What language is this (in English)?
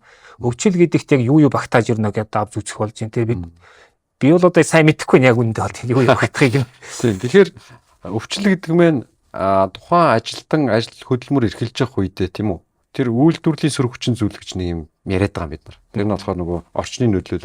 Mongolian